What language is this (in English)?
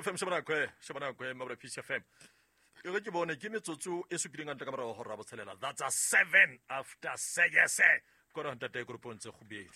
Southern Sotho